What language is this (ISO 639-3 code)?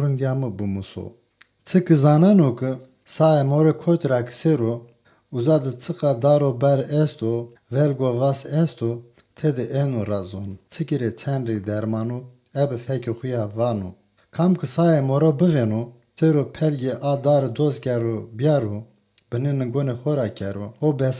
zza